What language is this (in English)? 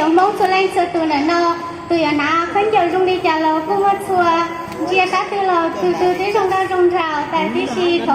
Hmong